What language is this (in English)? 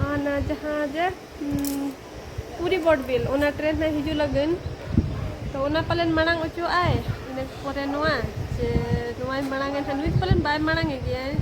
Santali